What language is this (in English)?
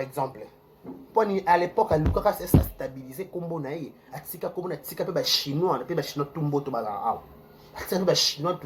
Lingala